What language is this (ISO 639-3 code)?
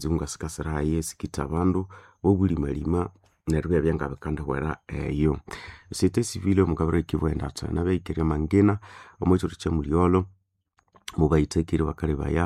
nnb